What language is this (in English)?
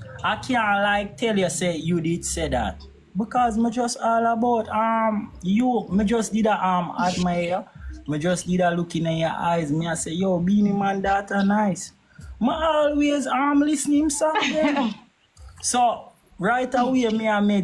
Jamaican Creole English